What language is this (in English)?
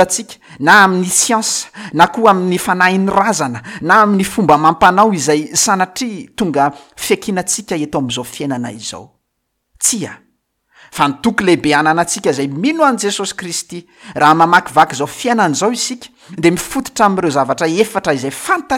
Malagasy